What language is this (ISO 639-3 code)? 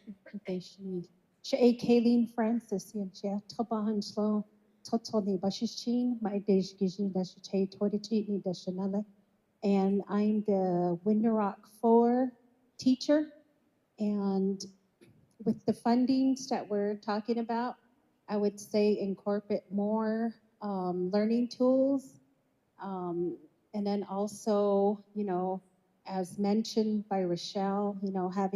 nav